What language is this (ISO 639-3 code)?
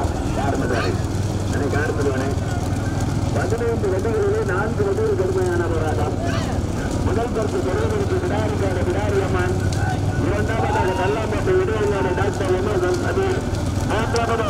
tam